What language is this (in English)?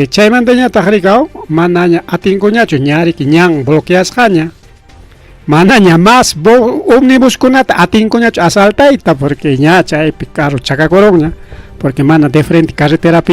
Ayacucho Quechua